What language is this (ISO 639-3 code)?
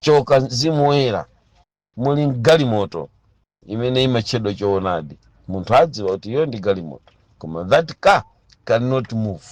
nya